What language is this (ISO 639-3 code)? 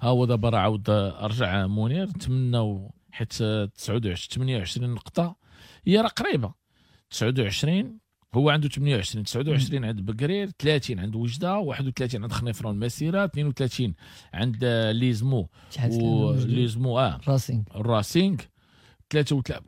ary